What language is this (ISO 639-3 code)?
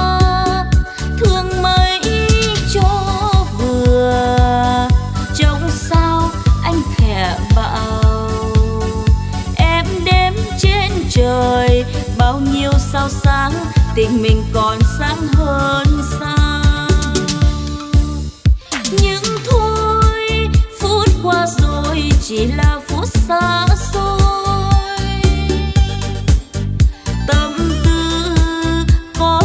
vie